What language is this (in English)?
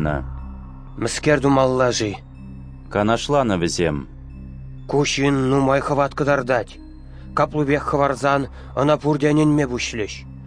Chuvash